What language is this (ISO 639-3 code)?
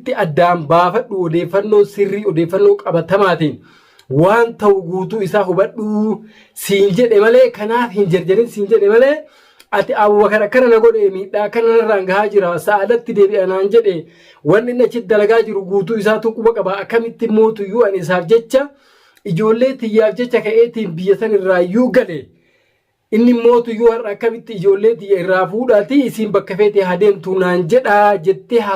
orm